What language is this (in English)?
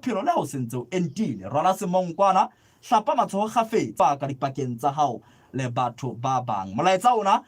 Southern Sotho